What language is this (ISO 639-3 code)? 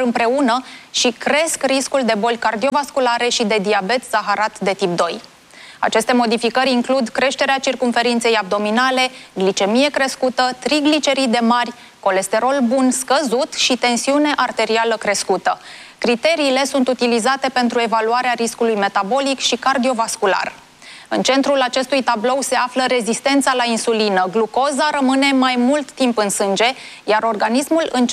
ron